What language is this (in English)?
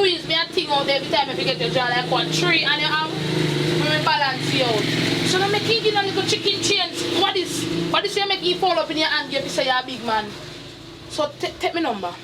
Jamaican Creole English